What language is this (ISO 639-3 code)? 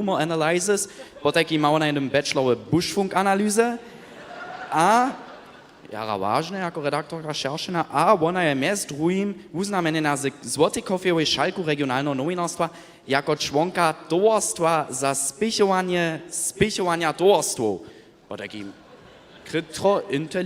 hsb